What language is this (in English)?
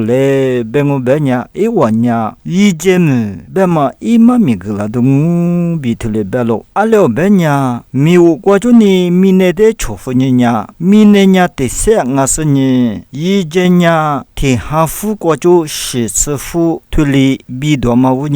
Lisu